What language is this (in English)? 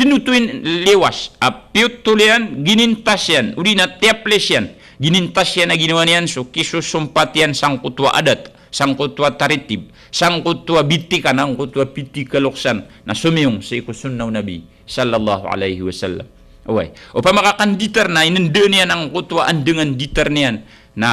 Maranao